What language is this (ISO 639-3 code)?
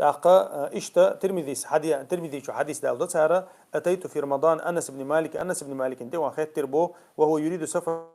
che